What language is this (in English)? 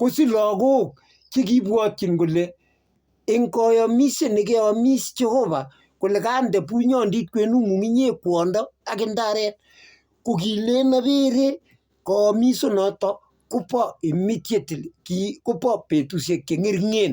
Kalenjin